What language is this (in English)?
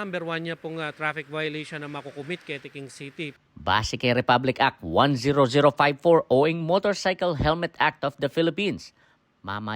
Pampanga